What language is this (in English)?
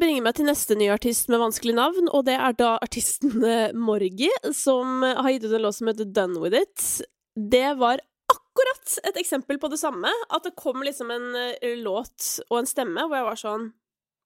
Norwegian